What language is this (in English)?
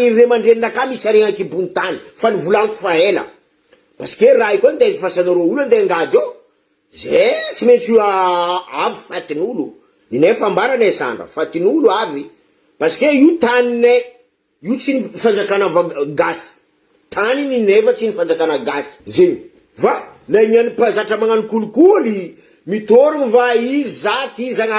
Malagasy